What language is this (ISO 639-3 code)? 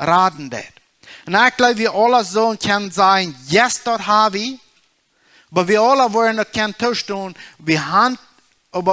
pdt